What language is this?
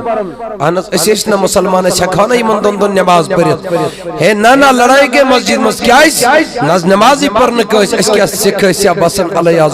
Kashmiri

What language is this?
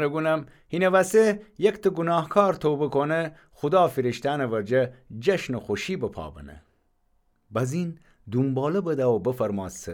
Gilaki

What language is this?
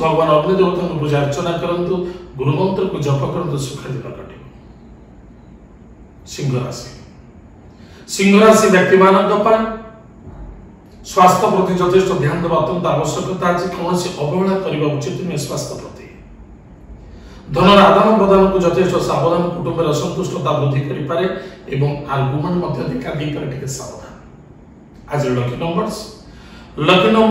Odia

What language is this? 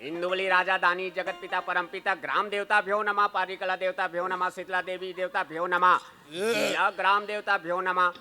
Chhattisgarhi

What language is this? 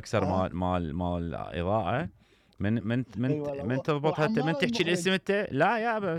Mesopotamian Arabic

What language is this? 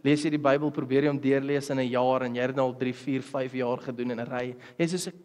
Afrikaans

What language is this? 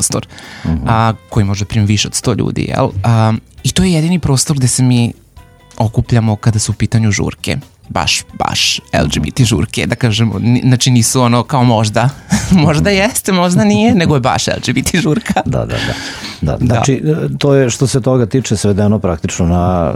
Serbian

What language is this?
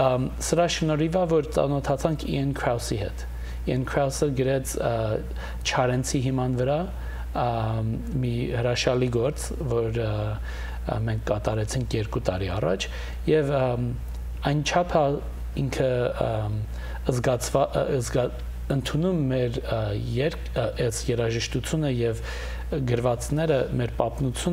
Western Armenian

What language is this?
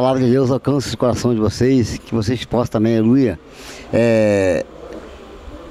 Portuguese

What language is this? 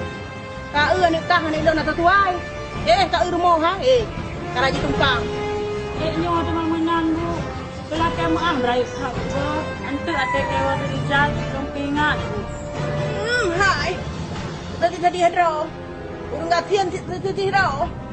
Achinese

